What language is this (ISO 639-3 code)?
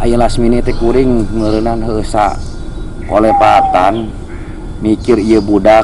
sun